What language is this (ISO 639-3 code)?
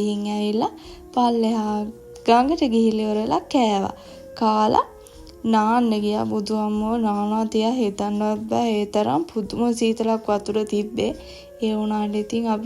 sin